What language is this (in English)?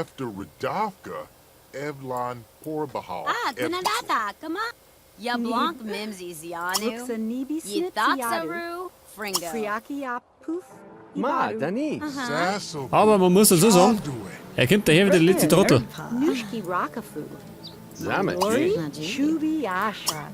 Bavarian